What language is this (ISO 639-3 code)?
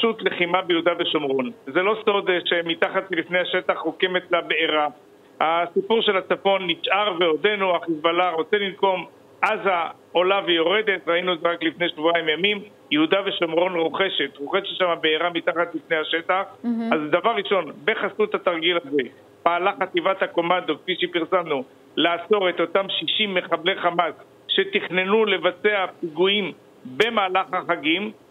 heb